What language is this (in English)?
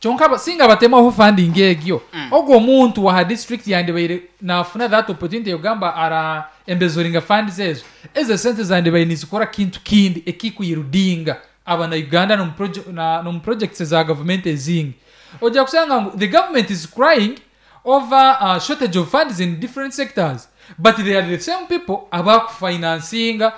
Nyankole